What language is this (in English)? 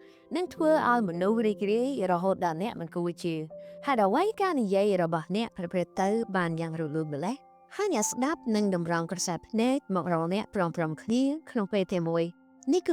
Khmer